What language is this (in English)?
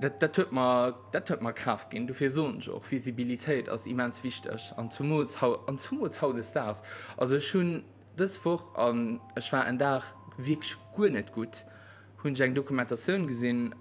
Luxembourgish